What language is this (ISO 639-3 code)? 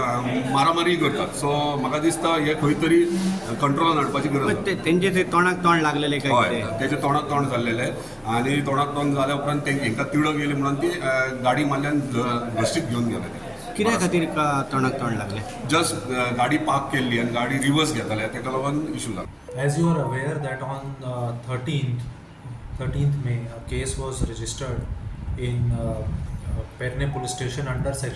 kok